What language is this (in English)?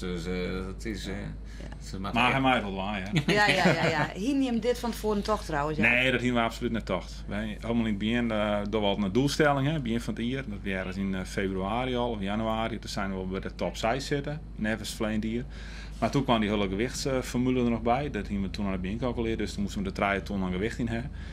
Western Frisian